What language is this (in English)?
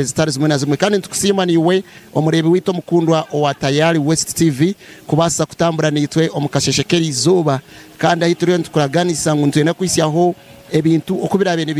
Nyankole